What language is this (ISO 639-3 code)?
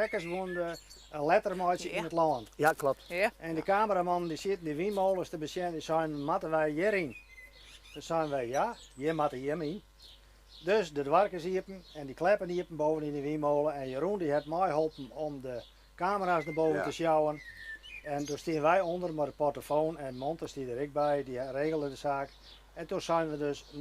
fry